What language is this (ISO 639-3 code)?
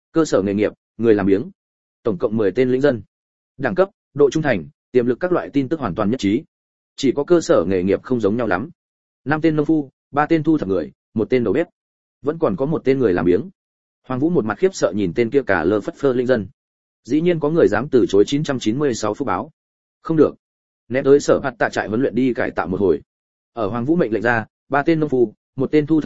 vie